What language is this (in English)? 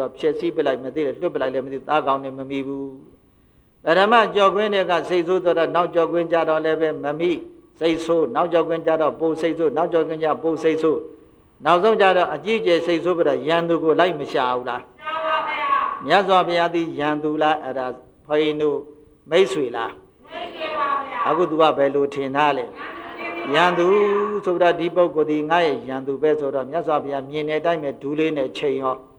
Burmese